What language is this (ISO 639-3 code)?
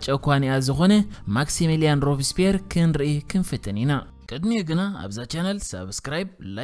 tir